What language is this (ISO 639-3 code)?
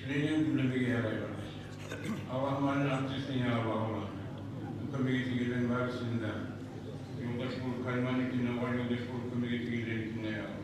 kum